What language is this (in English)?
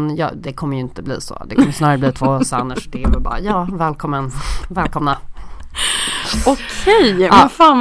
Swedish